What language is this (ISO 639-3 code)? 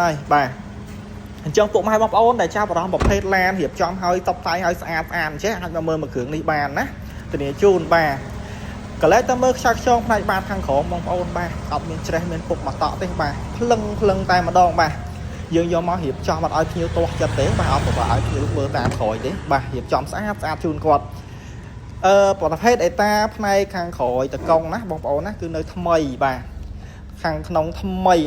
khm